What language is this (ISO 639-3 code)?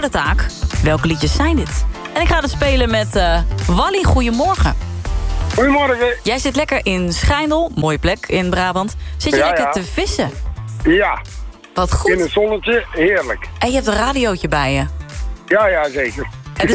nld